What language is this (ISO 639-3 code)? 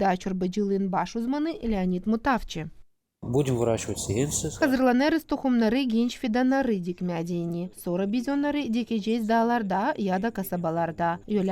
gag